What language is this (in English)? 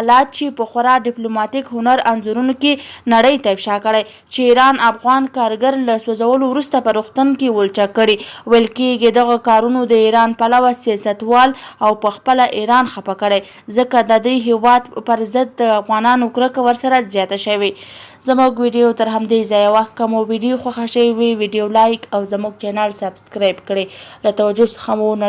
Pashto